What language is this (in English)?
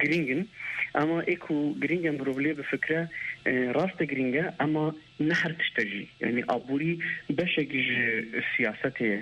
Kurdish